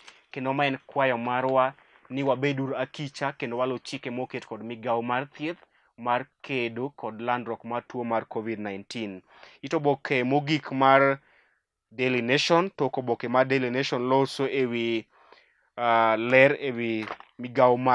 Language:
Luo (Kenya and Tanzania)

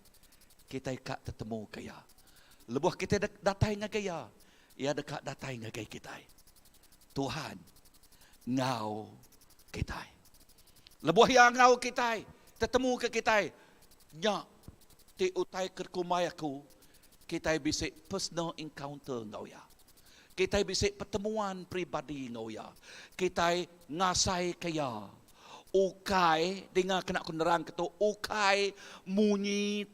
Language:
Iban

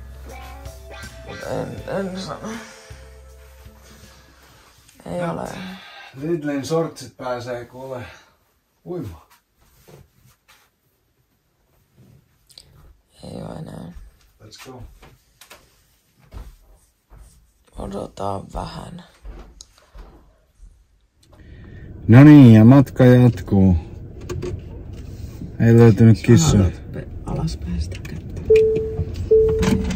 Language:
Finnish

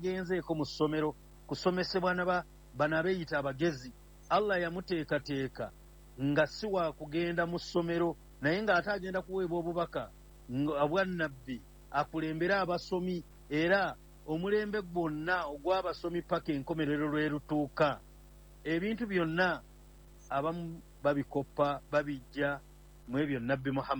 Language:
Ganda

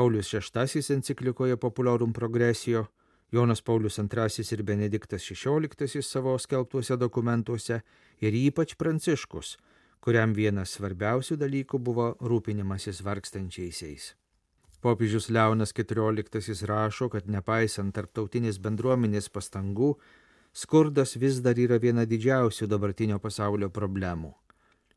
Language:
Lithuanian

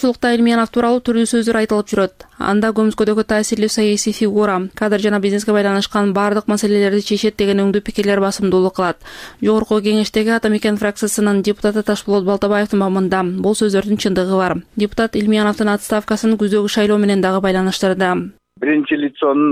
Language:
Kyrgyz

